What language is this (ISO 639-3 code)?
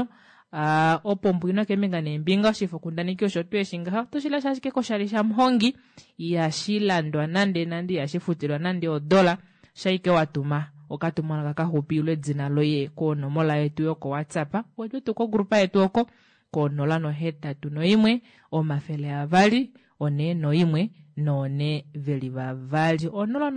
kua